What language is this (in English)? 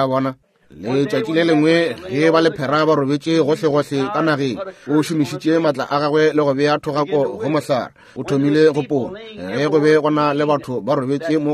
Northern Sotho